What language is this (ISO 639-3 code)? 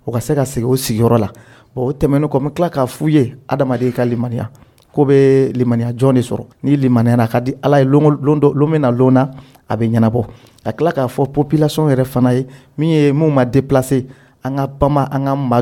dyu